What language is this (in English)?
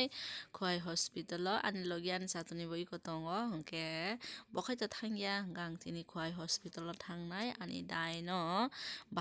Kok Borok